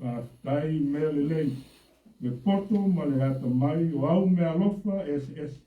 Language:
Samoan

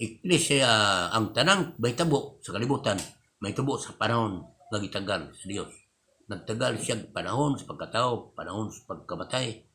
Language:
Cebuano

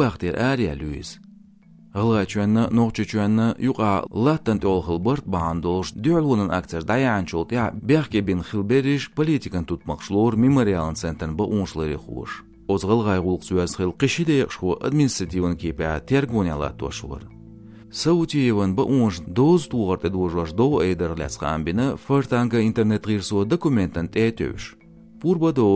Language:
Chechen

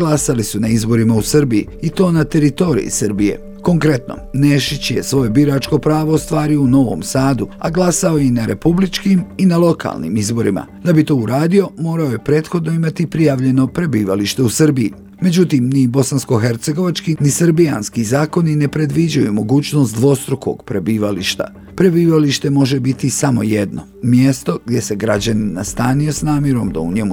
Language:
Bosnian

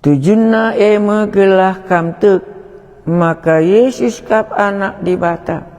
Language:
Batak Karo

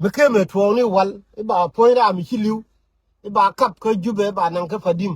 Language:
Nuer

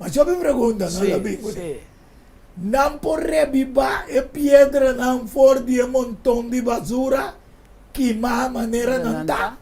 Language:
Papiamento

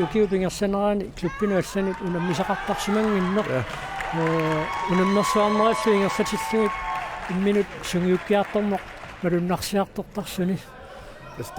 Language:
Kalaallisut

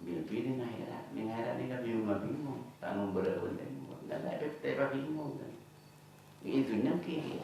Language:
Madurese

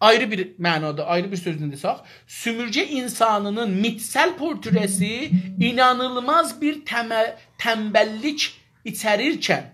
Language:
South Azerbaijani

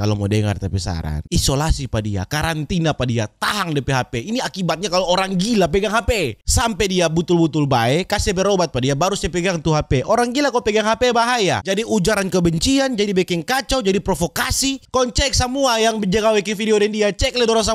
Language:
Manado Malay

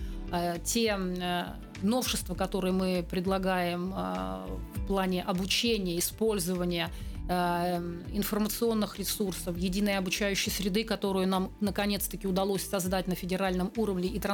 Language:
Russian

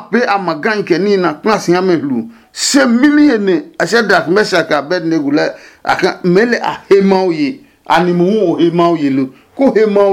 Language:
Adangme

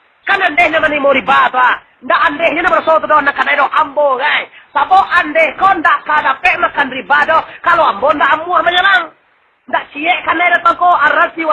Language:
Minangkabau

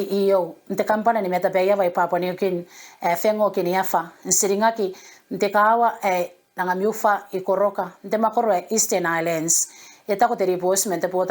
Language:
Gilbertese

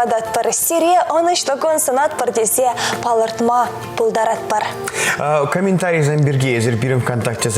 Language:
Chuvash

